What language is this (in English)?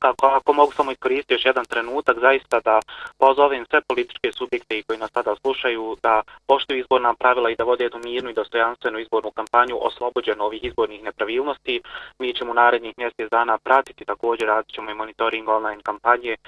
Bosnian